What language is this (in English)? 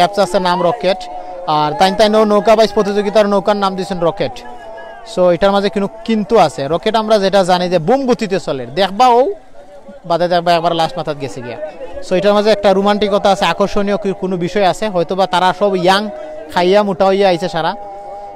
Sylheti